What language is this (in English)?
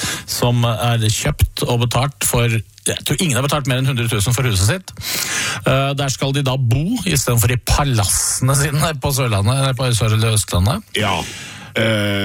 Norwegian